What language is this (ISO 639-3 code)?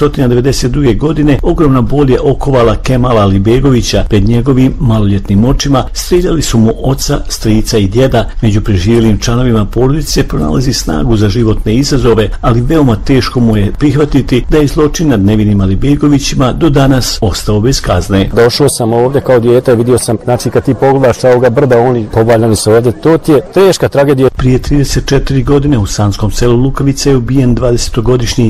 bos